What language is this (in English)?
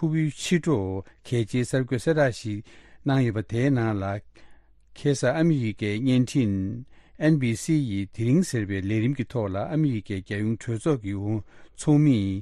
Tibetan